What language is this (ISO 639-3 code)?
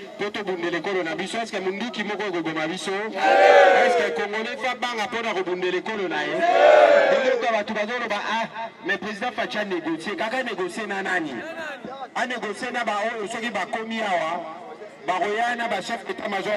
lin